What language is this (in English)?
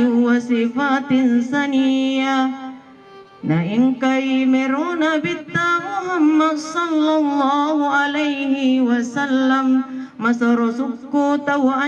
Buginese